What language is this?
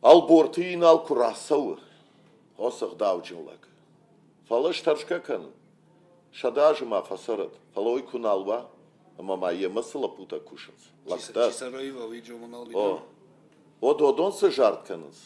Ossetic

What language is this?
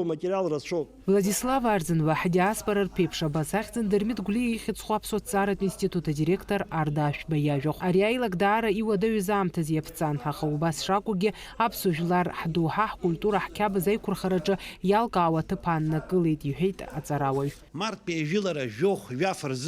Abkhazian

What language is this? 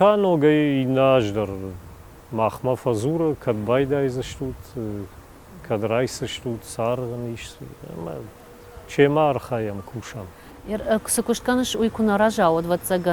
Ossetic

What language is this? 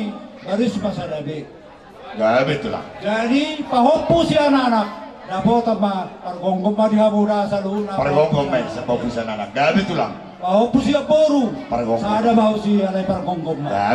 Batak Toba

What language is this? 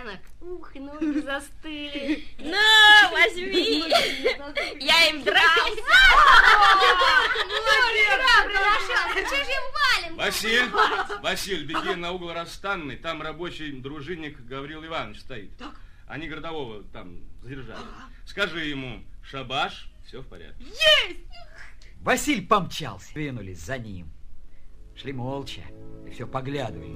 Russian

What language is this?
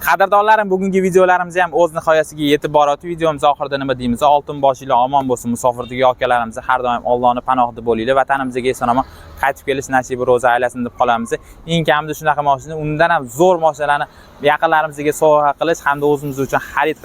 Uzbek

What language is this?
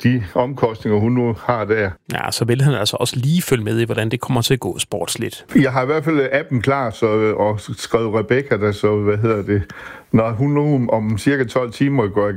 Danish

